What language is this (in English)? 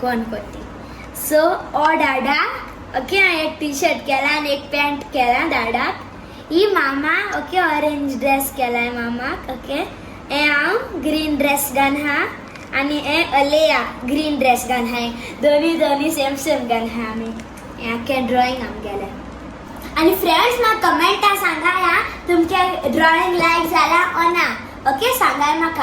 Konkani